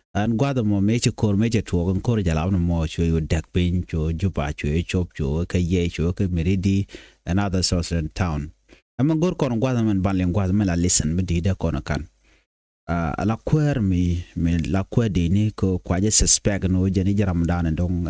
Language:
Nuer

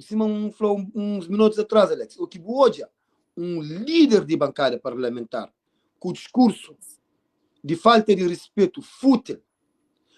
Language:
Kabuverdianu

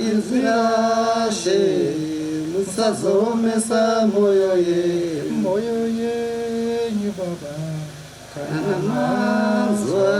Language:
Shona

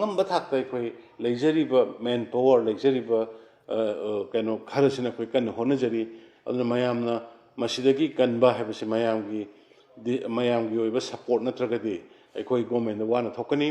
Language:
Manipuri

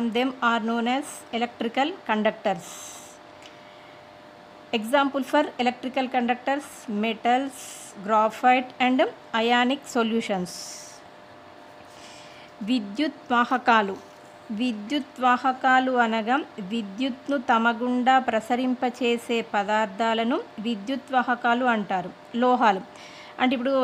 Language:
Telugu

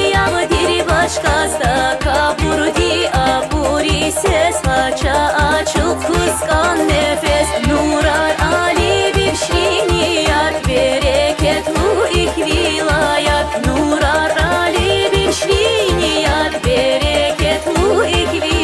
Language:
Tabassaran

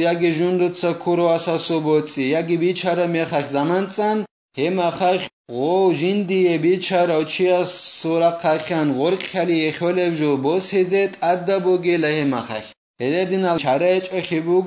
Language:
Avaric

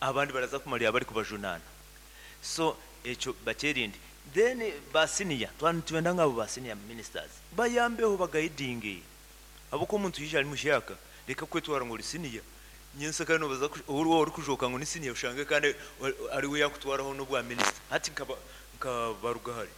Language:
Nyankole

